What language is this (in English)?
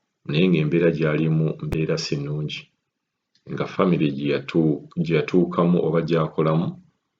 Ganda